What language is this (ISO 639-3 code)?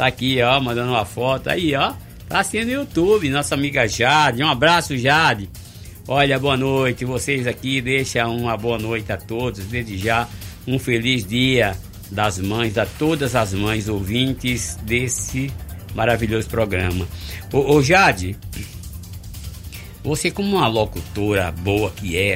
por